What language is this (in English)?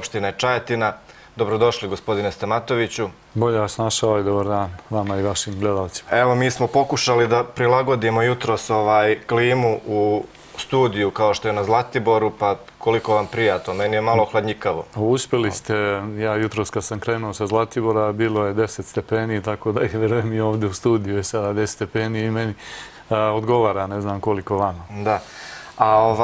Serbian